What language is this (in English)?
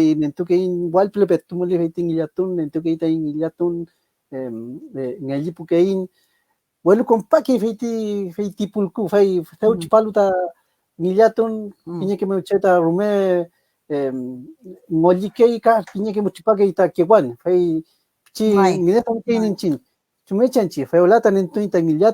Mapuche